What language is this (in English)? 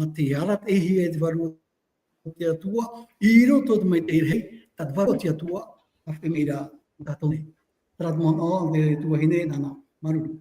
Tahitian